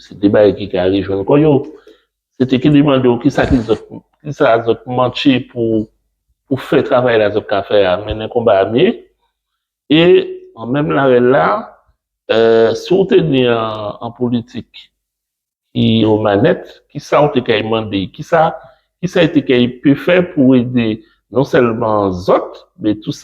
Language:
Guadeloupean Creole French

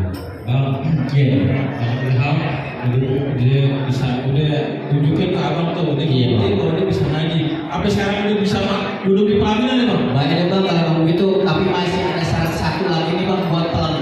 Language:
Betawi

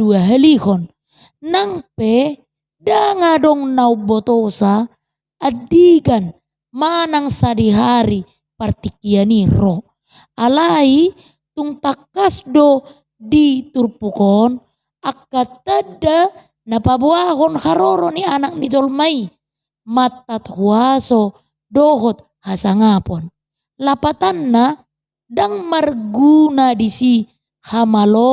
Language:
Batak Toba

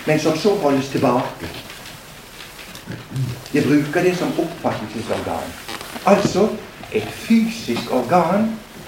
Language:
Norwegian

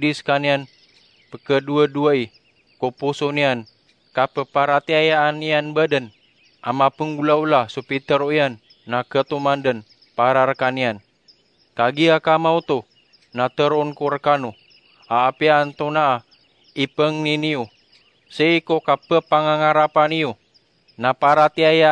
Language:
Maranao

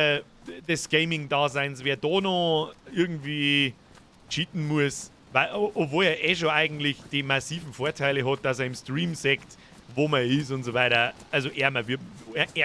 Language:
Bavarian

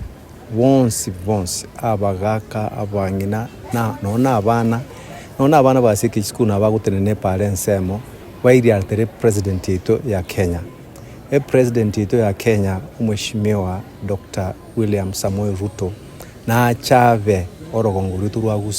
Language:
Gusii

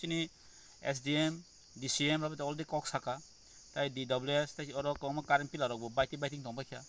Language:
Kok Borok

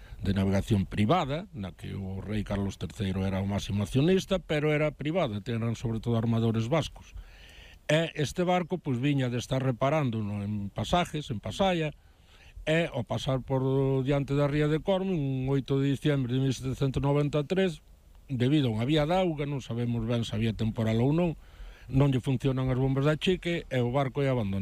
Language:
Galician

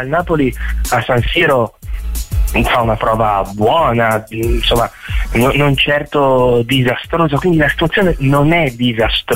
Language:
Italian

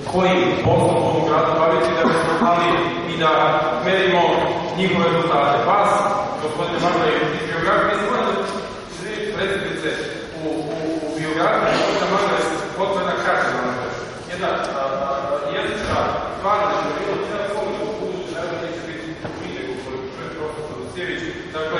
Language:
Serbian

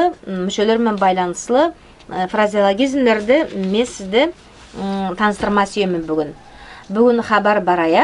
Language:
Nogai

